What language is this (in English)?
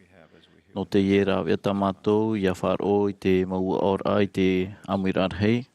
Tahitian